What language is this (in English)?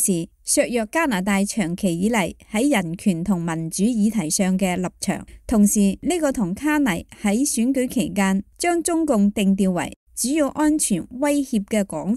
Cantonese